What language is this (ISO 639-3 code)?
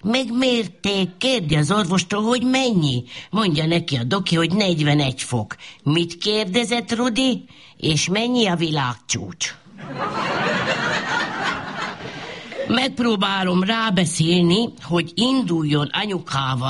hun